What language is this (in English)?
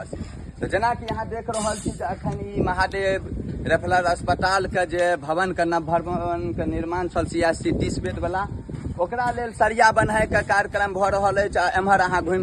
Maithili